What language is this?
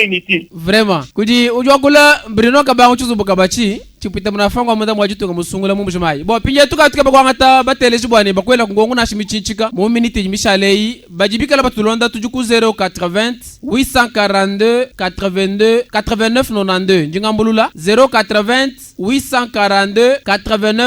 Luba-Lulua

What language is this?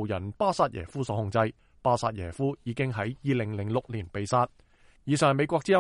Cantonese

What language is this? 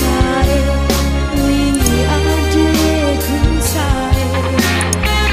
Bima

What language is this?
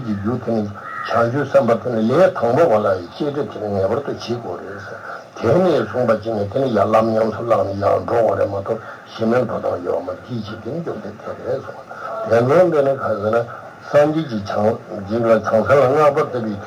Tibetan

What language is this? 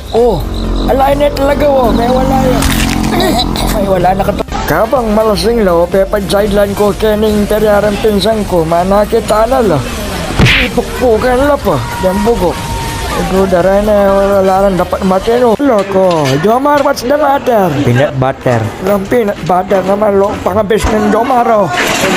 Pampanga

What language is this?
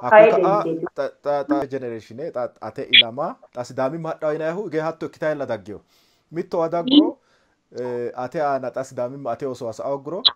Sidamo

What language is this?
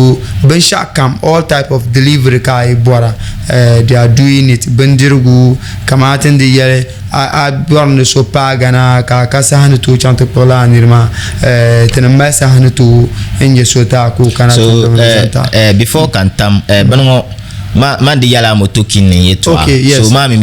Dagbani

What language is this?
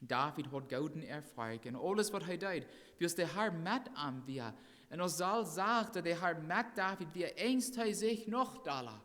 Plautdietsch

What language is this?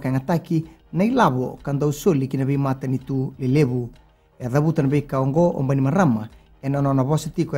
Fijian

